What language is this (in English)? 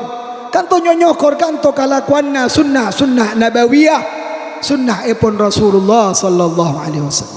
Madurese